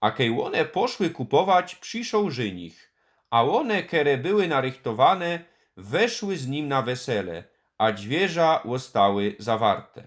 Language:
Silesian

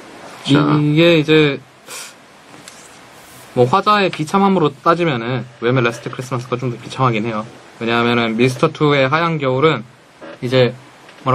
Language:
Korean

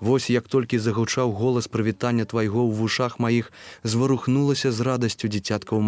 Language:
Belarusian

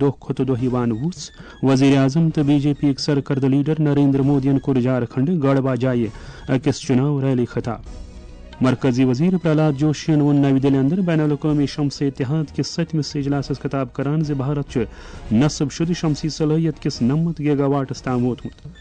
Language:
Kashmiri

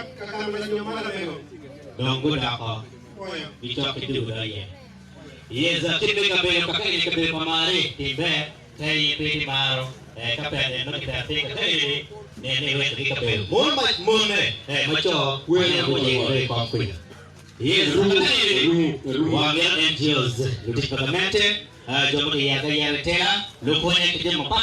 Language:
Acoli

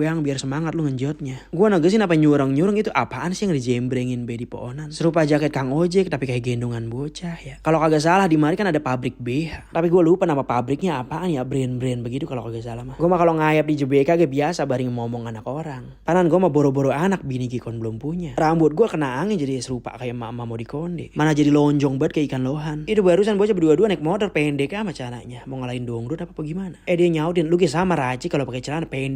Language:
Betawi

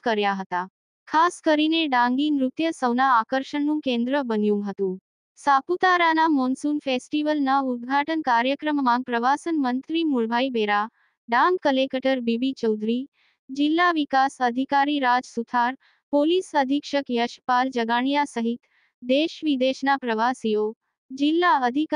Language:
Gujarati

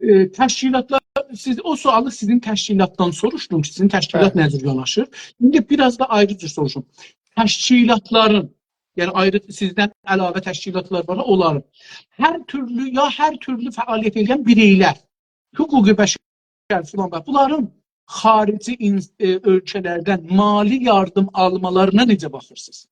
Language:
South Azerbaijani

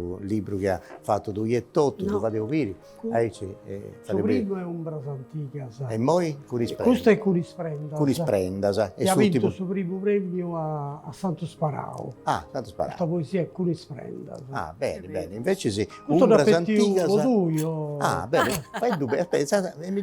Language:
Sardinian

